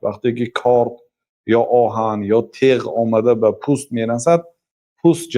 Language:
Tajik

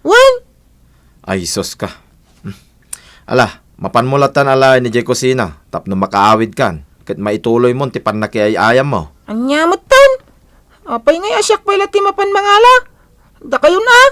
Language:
Iloko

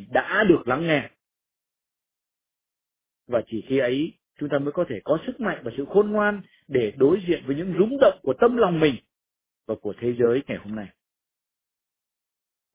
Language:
Vietnamese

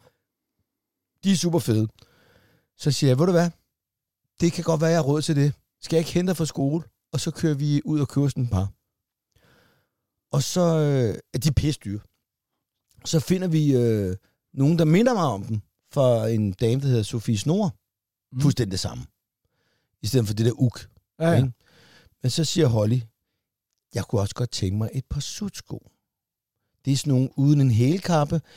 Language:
Danish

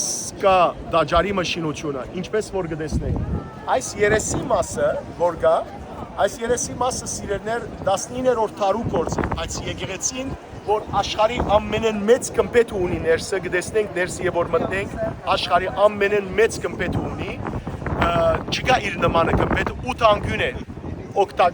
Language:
Western Armenian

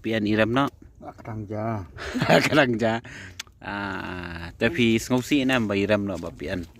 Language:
Khasi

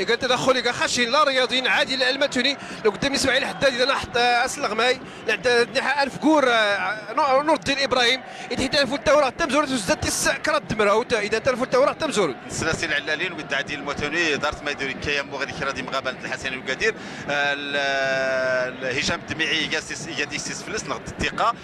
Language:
Moroccan Arabic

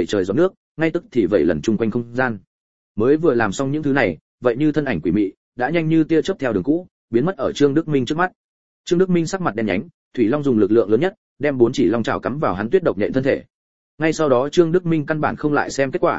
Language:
Vietnamese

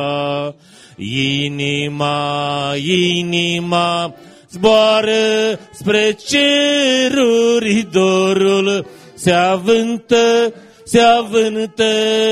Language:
Romanian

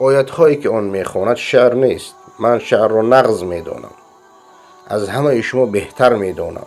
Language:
Persian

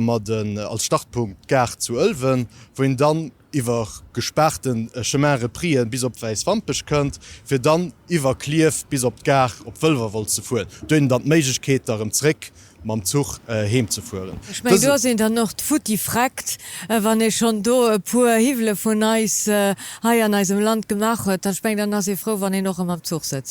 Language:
Luxembourgish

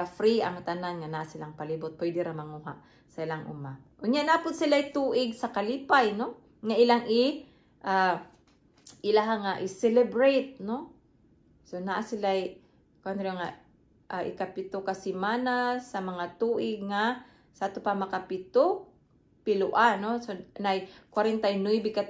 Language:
Cebuano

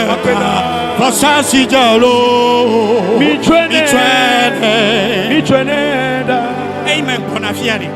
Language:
Ewe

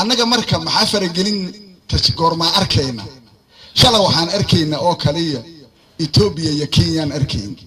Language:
Somali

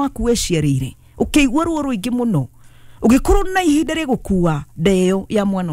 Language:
Kikuyu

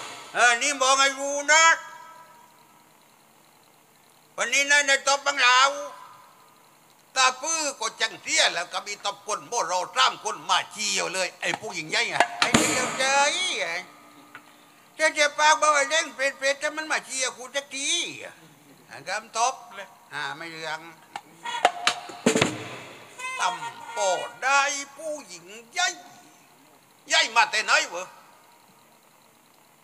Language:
Thai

